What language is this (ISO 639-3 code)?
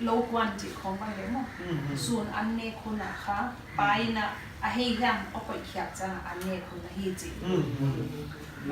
pck